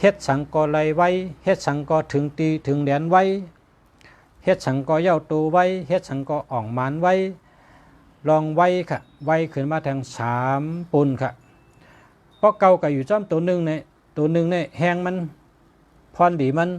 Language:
Shan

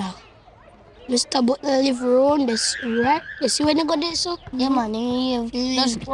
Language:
Jamaican Creole English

